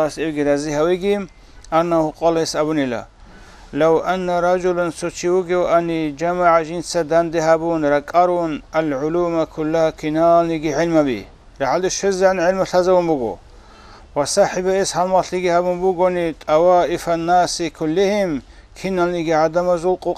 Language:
Avaric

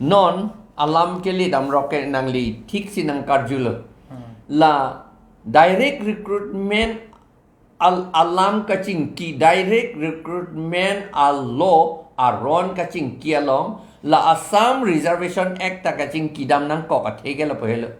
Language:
Karbi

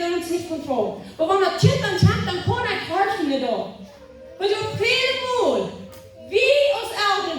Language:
Plautdietsch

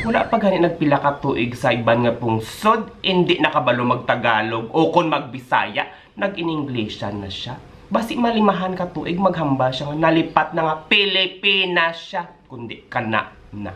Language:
Hiligaynon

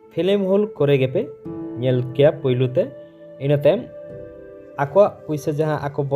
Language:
Santali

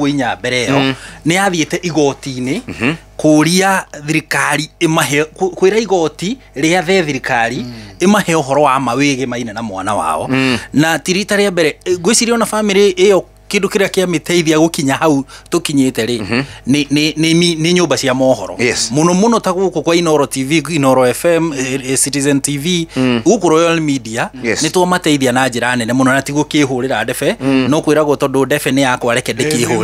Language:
Kikuyu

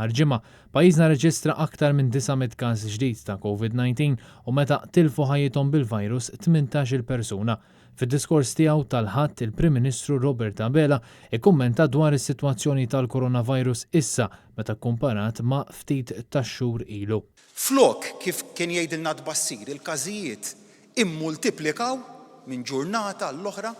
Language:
Maltese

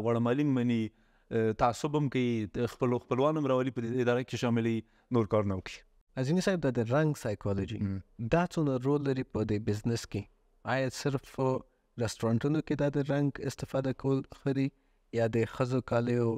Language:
Pashto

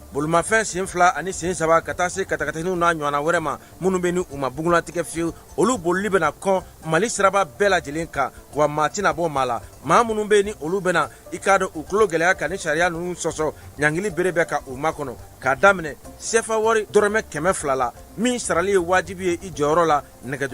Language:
Bambara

